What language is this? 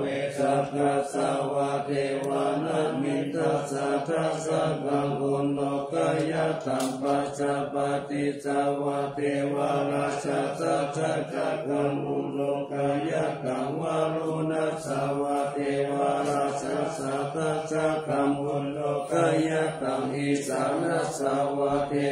Pali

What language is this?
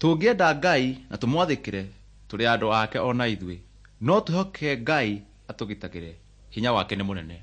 Kikuyu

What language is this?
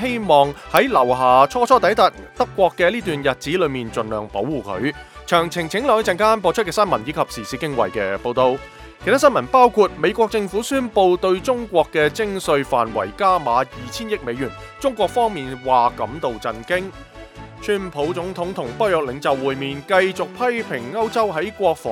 Cantonese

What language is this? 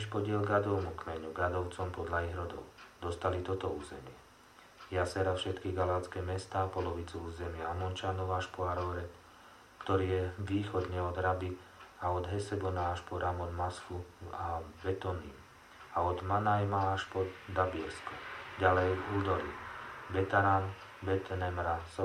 Slovak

